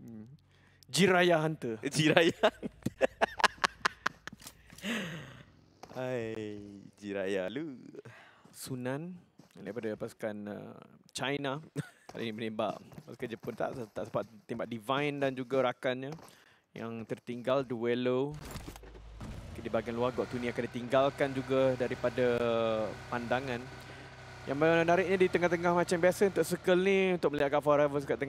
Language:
Malay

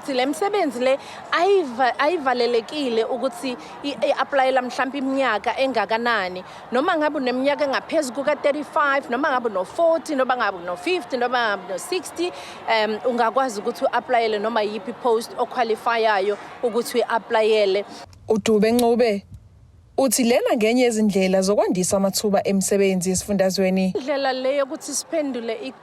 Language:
Zulu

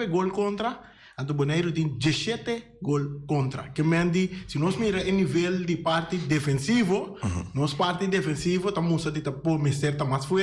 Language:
Papiamento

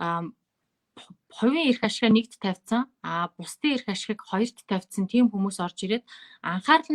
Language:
Mongolian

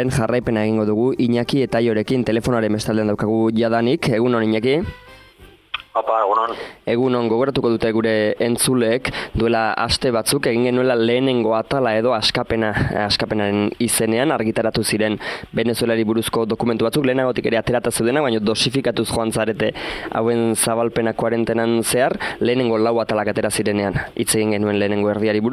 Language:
Basque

